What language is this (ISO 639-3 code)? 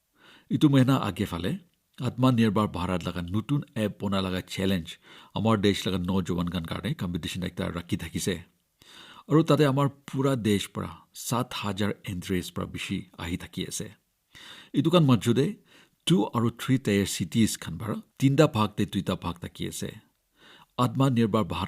nag